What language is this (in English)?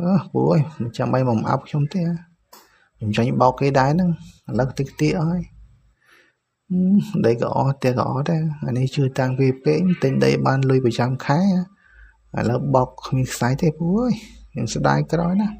Khmer